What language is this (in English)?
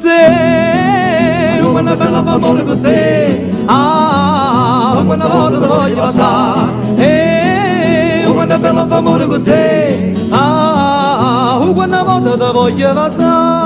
Neapolitan